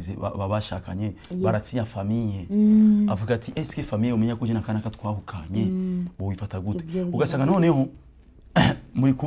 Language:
Rundi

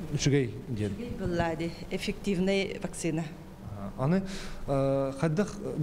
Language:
Yakut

